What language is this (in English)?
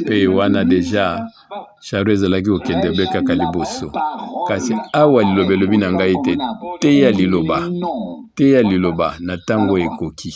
Lingala